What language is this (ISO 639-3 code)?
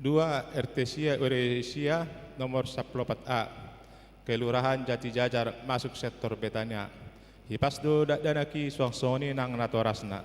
bbc